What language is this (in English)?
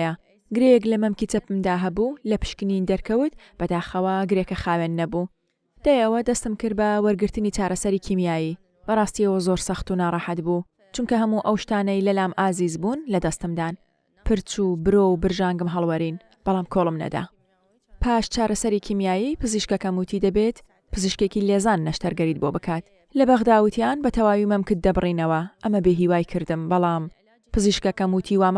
Central Kurdish